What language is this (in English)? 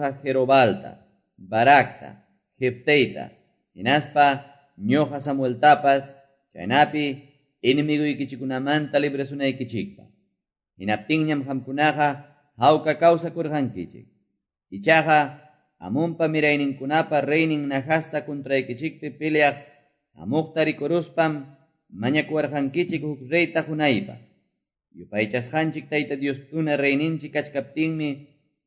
Quechua